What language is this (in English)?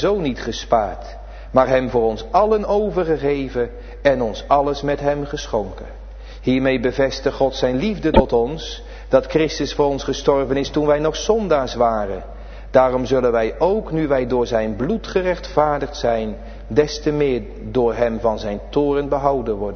Dutch